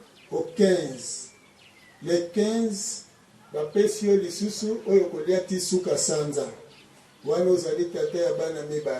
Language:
Lingala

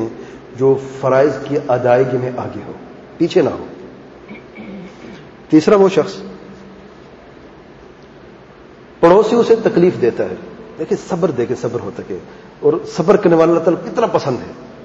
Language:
Urdu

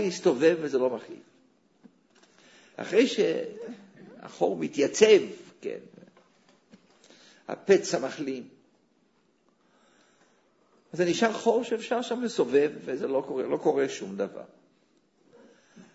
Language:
Hebrew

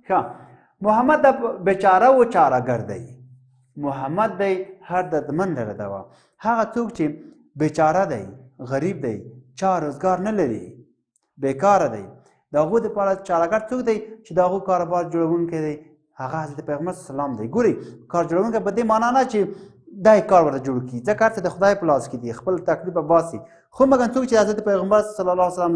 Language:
Pashto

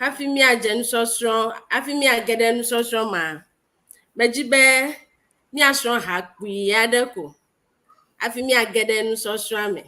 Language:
Ewe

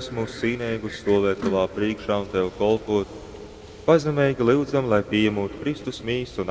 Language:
Latgalian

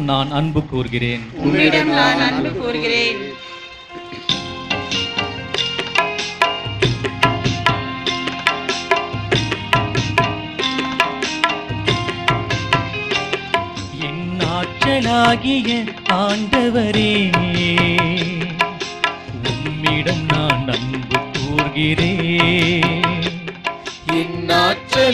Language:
Tamil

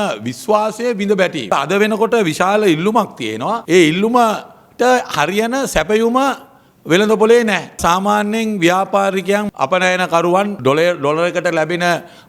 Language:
Sinhala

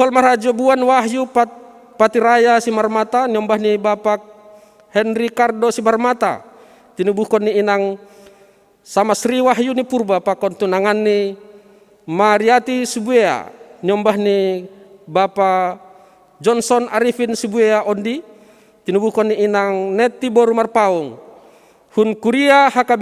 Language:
Batak Simalungun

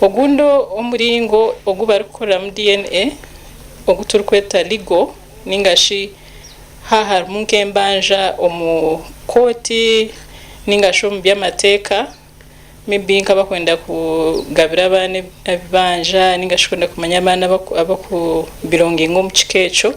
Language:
Nyankole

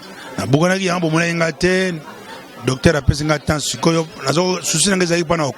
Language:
Lingala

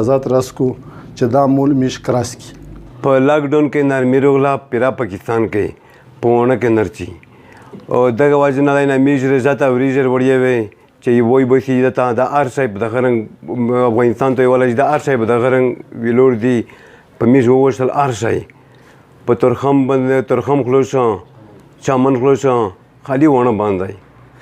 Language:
Pashto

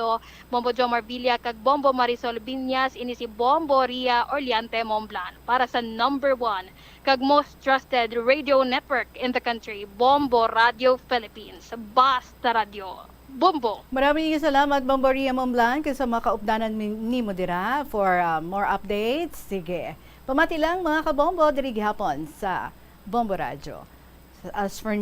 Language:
Hiligaynon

